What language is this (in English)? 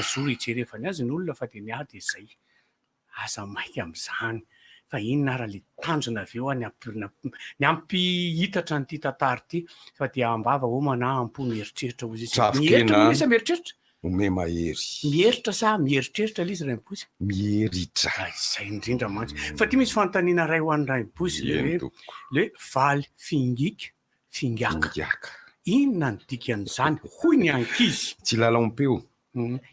Malagasy